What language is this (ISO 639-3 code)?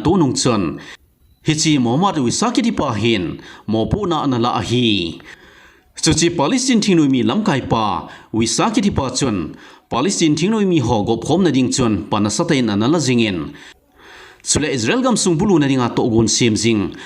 tcz